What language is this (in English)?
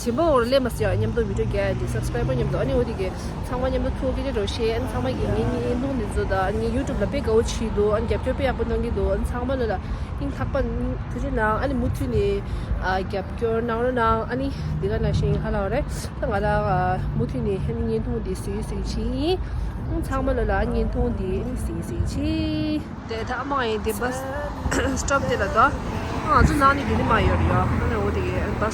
Tibetan